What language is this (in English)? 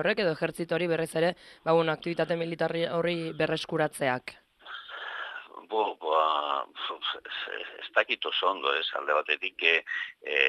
Basque